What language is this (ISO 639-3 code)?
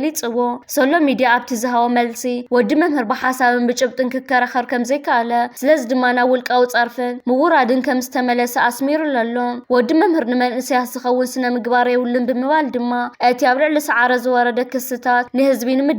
tir